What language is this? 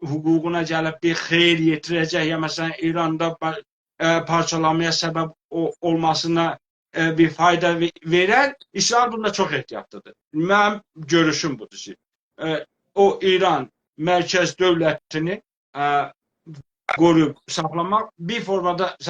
South Azerbaijani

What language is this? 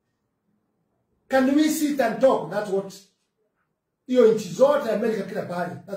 Swahili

